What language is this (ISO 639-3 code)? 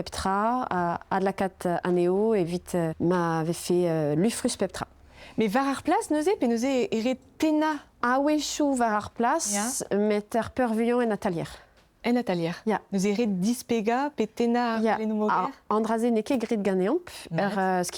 bre